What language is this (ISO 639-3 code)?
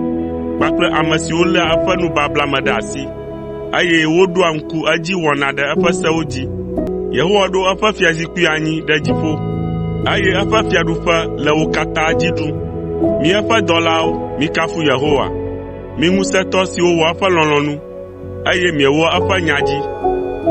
ewe